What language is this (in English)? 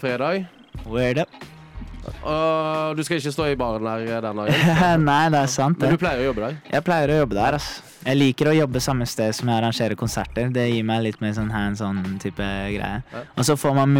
Norwegian